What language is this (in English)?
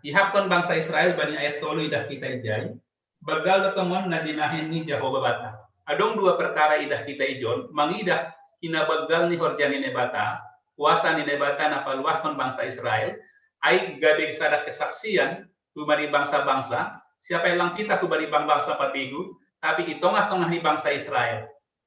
Batak Simalungun